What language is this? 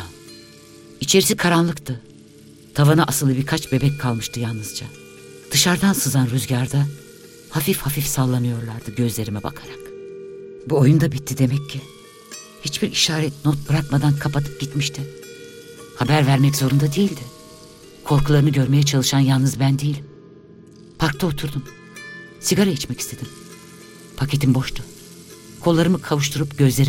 Turkish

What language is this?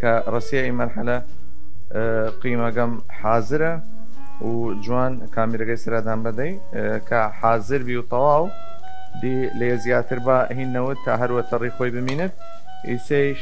Southern Kurdish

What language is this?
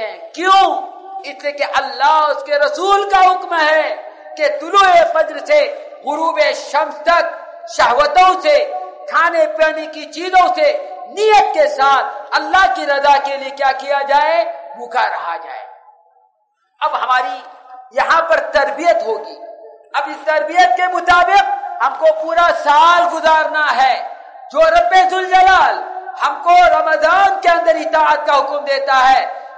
Urdu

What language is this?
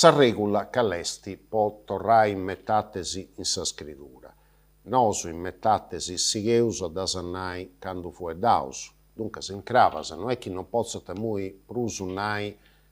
Sardinian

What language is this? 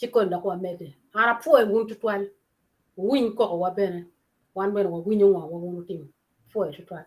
Acoli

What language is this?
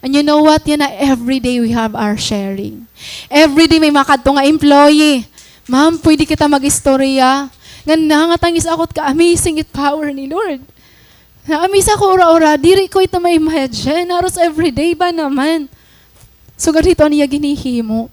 Waray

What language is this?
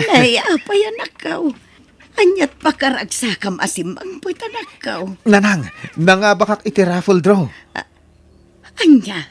Iloko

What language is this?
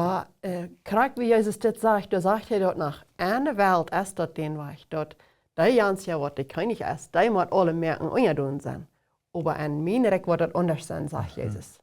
Plautdietsch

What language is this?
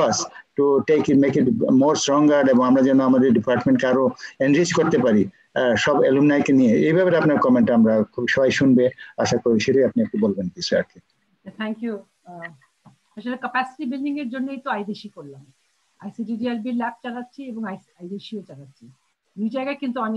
Bangla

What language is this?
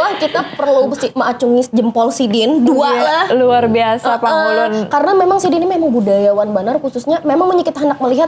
Banjar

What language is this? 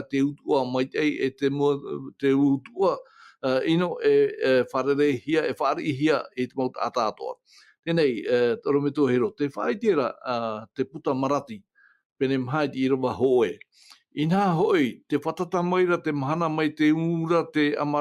Tahitian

